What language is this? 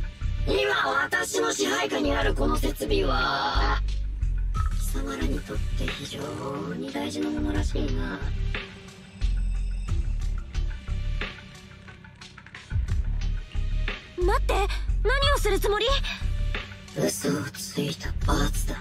Japanese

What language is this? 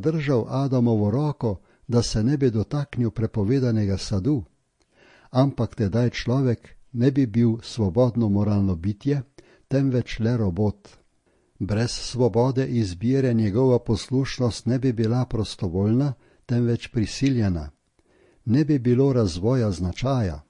Slovenian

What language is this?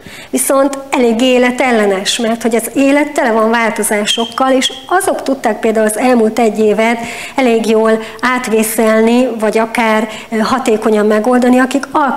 Hungarian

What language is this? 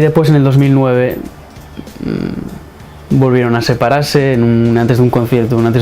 Asturian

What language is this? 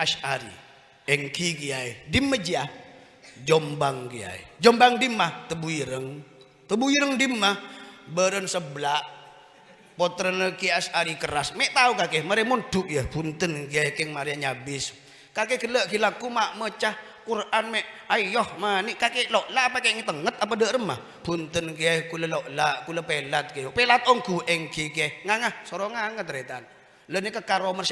Madurese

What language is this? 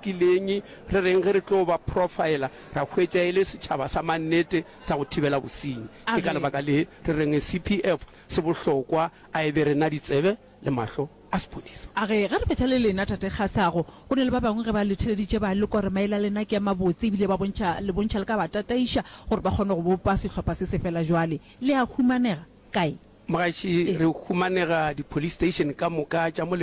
Northern Sotho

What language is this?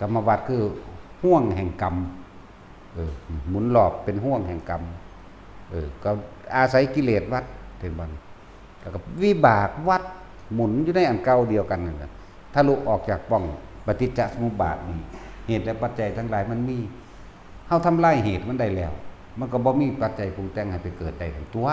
Northeastern Thai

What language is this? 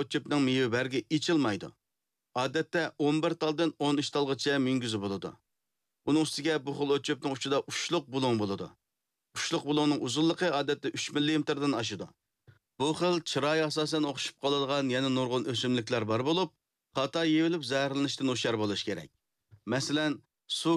Uyghur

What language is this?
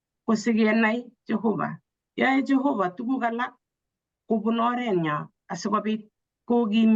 Kalenjin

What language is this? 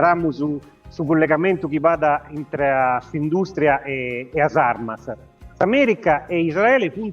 Sardinian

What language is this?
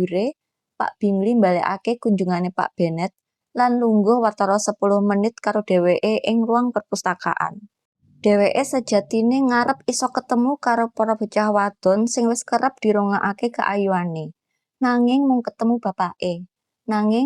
Javanese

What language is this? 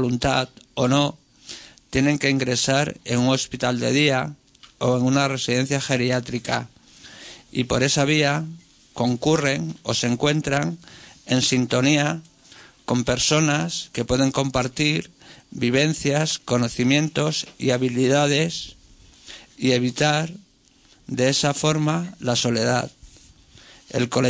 Spanish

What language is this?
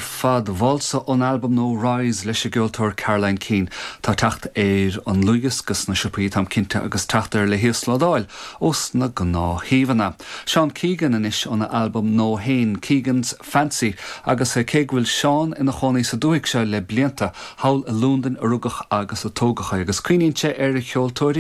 Irish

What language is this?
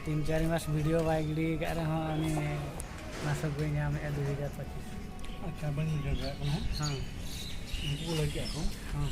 Santali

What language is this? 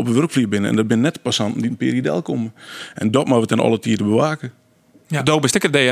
Western Frisian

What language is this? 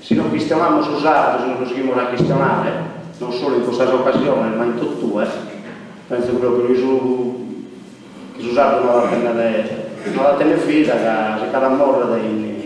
Sardinian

